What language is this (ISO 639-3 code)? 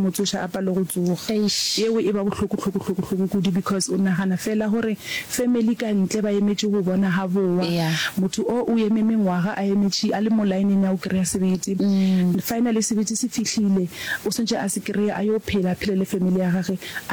nso